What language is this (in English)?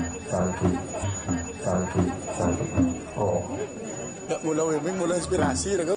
Balinese